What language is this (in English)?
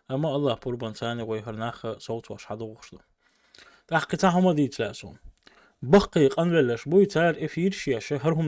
Chechen